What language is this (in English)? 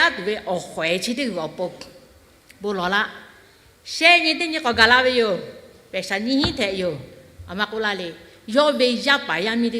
Lahu